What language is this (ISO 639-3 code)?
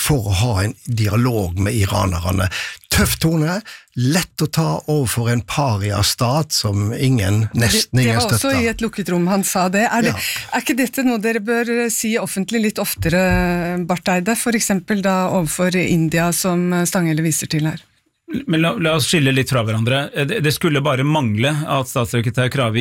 nor